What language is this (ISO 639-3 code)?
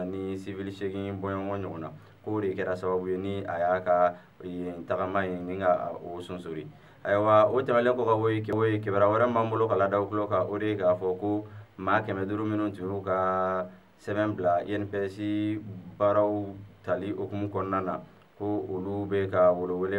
bam